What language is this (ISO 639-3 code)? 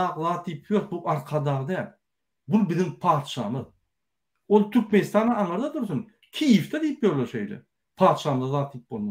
tuk